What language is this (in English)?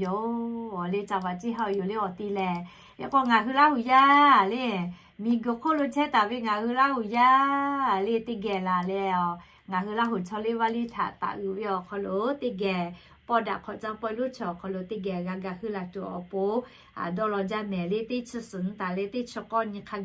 Lahu